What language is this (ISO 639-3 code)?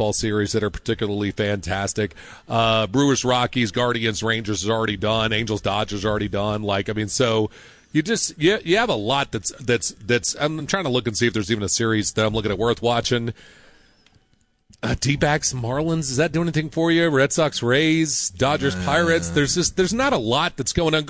eng